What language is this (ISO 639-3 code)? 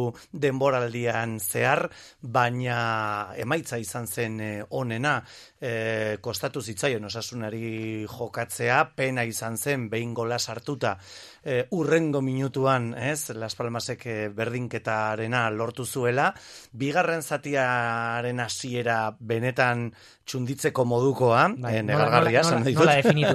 eus